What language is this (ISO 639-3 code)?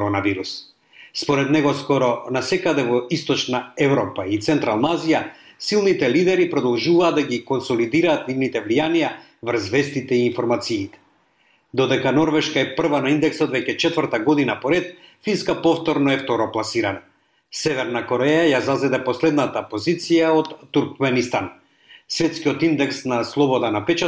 mkd